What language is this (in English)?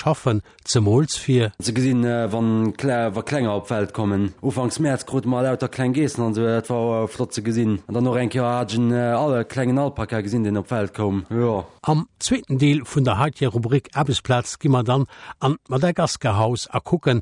Luxembourgish